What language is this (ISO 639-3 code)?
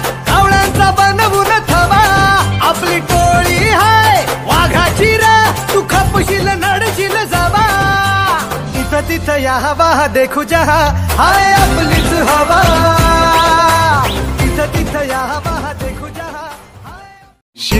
mar